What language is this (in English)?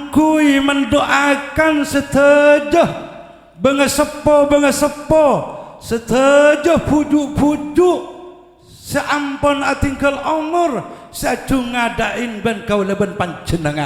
Madurese